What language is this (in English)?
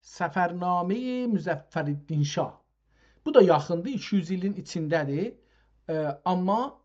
South Azerbaijani